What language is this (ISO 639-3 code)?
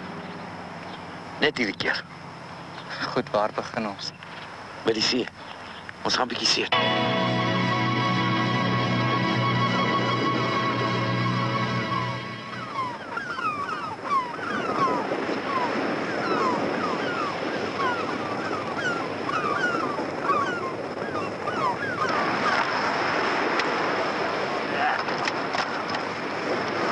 afr